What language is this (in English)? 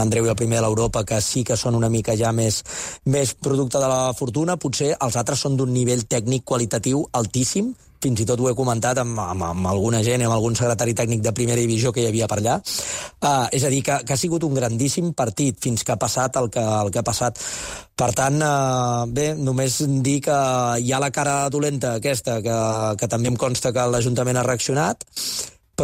Catalan